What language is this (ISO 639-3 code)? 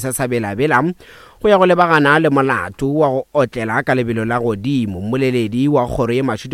nso